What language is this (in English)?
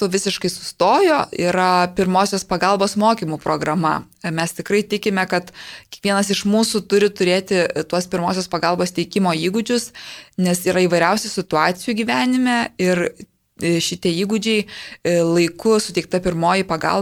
Lithuanian